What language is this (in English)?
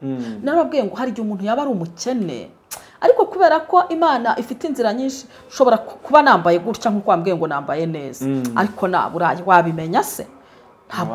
Kinyarwanda